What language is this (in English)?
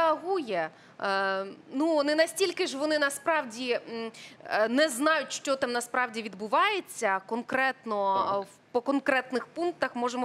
Ukrainian